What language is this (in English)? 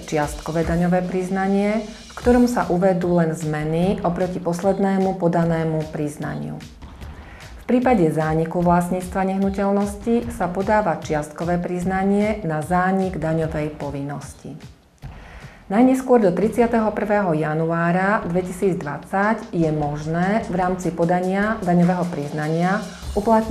Slovak